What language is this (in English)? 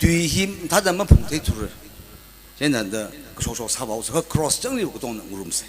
Tangkhul Naga (India)